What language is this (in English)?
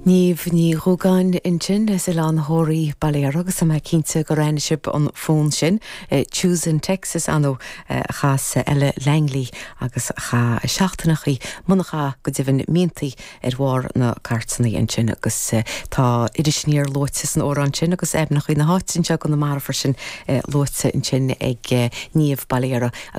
Irish